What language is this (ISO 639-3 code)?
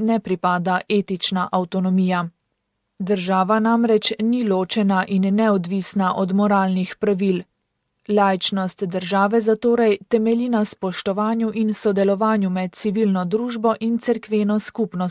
slv